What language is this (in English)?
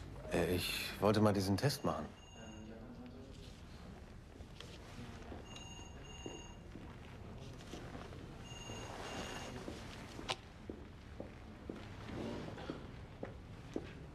German